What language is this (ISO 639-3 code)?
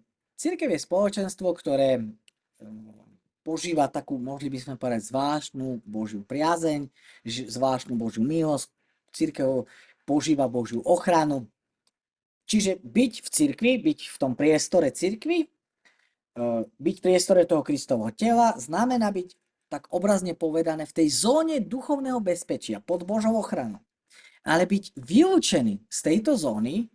slk